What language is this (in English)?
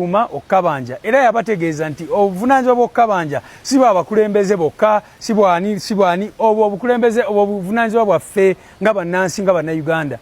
Ganda